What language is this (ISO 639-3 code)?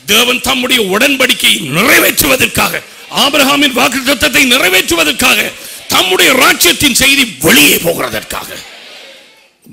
tam